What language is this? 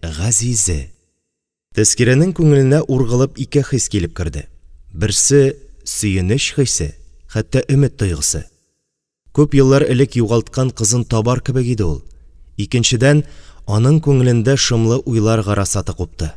Tatar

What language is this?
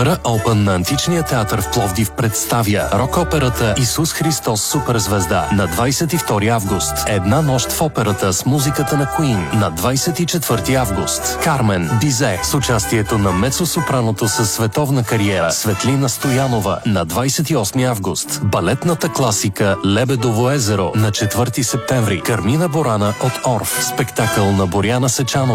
Bulgarian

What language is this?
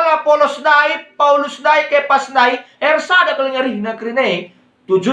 Batak Karo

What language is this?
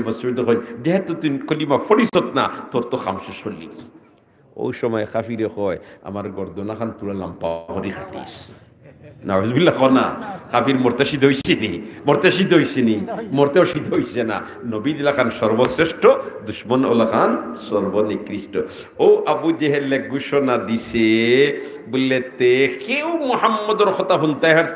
Sylheti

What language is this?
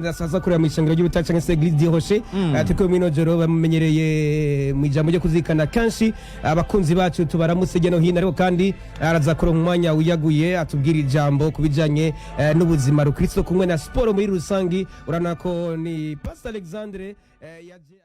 Rundi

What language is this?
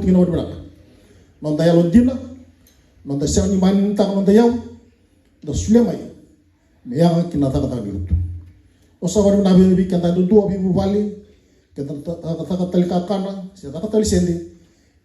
Fijian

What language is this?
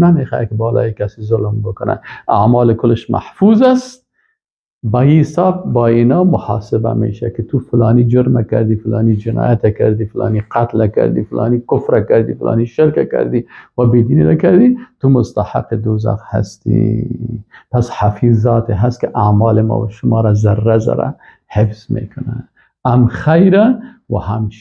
Persian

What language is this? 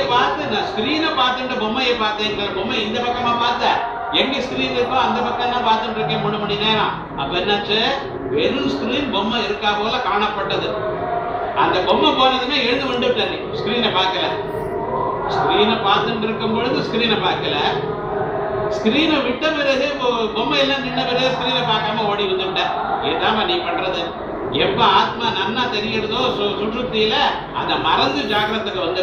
Tamil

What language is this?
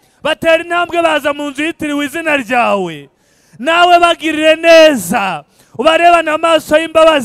Kinyarwanda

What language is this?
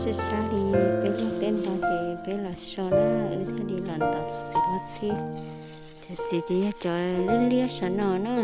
Hmong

